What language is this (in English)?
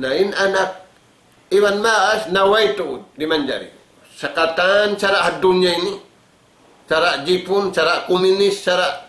Tausug